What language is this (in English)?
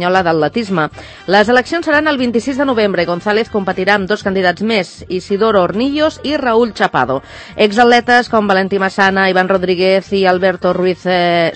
Catalan